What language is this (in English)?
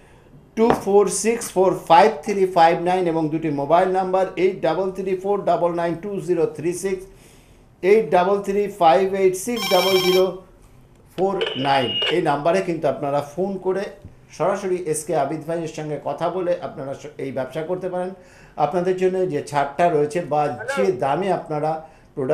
Bangla